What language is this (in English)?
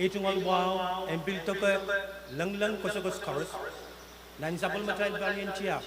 Pohnpeian